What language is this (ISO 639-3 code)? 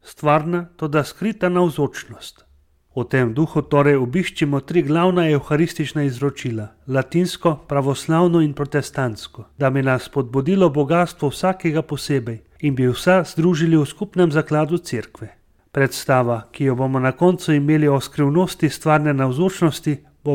slv